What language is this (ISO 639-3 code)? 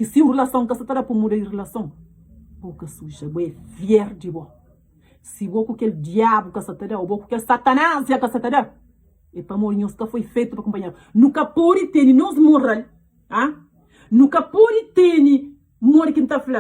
kea